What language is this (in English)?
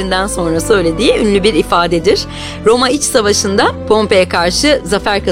Turkish